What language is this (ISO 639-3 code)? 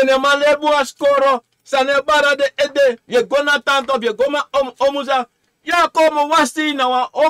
srn